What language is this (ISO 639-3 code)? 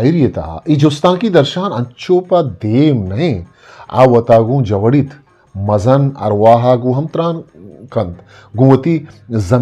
bgp